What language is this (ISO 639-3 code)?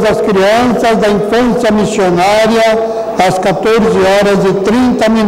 por